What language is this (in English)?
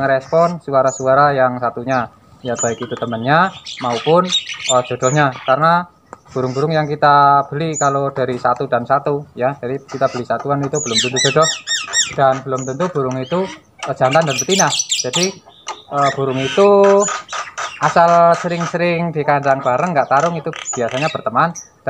Indonesian